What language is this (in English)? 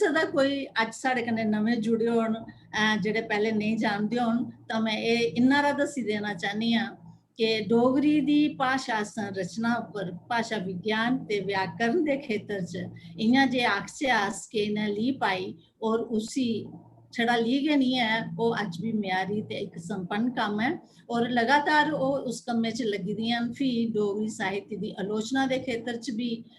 Dogri